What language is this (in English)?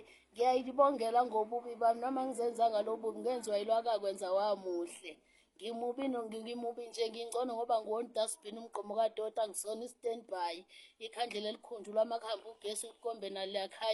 Zulu